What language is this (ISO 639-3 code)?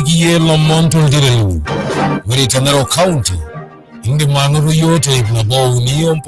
mas